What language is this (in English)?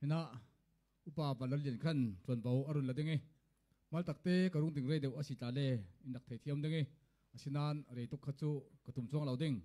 Falam Chin